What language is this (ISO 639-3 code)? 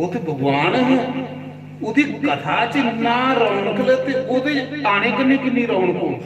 doi